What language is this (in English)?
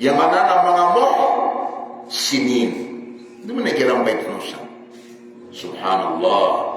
Maranao